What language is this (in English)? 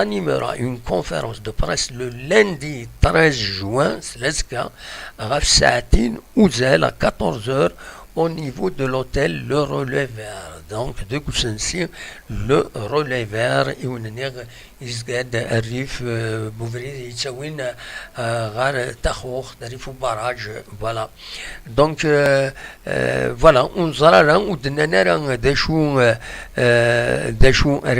Kabyle